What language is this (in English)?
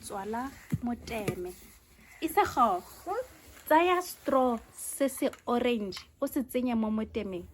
Tswana